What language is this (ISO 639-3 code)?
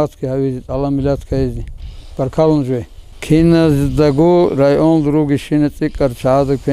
ava